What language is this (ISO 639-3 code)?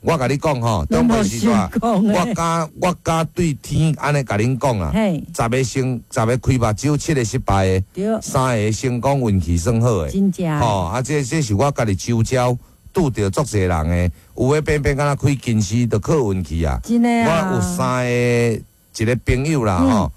nan